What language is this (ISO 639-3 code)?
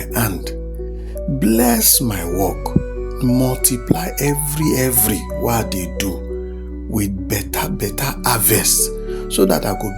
pcm